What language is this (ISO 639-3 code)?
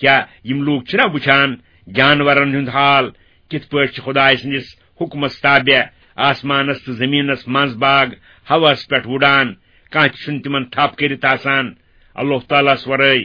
kas